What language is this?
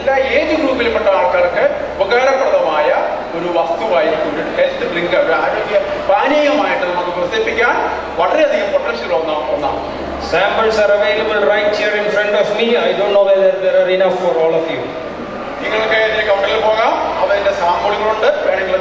Malayalam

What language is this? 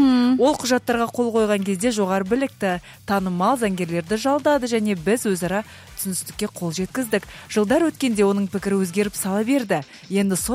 Kazakh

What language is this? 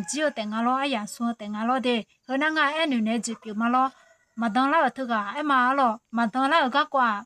Akha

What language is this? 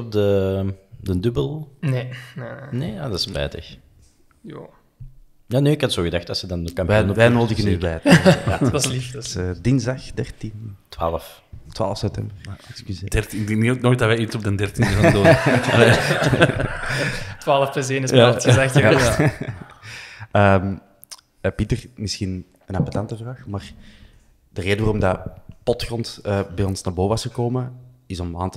Dutch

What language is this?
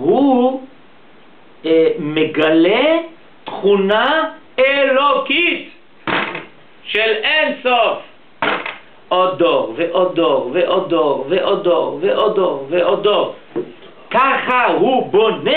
Hebrew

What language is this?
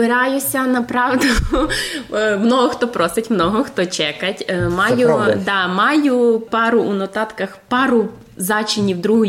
Rusyn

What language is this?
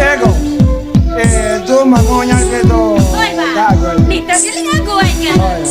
Santali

